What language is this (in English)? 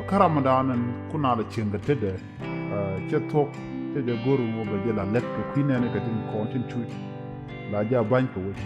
Nuer